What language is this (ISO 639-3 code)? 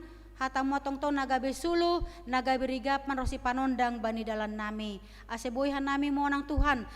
bts